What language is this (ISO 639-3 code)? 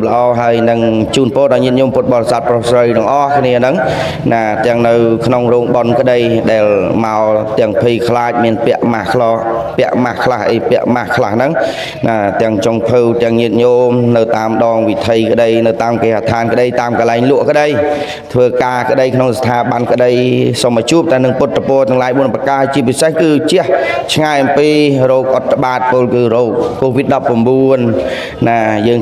khm